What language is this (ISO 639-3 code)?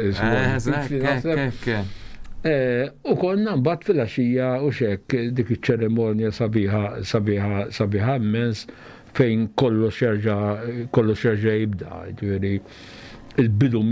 mlt